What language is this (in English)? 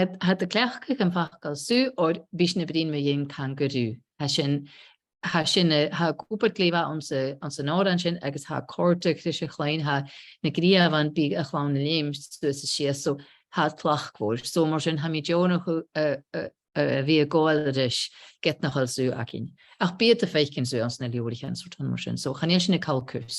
Scottish Gaelic